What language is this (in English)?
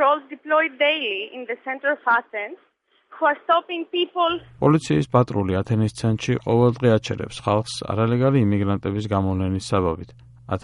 Georgian